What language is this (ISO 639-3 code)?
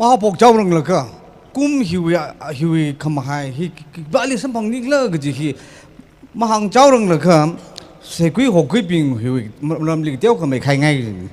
nmf